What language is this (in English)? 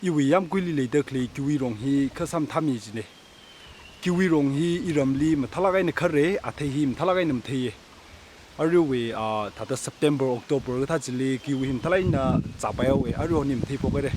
Tangkhul Naga (India)